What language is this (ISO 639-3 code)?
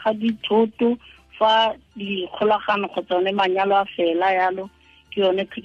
tsn